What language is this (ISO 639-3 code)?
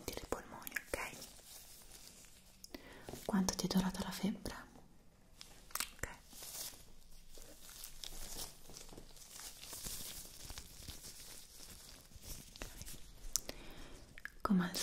ita